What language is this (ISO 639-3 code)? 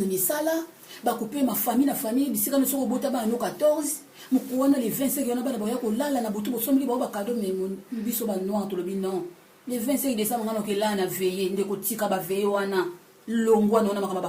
lin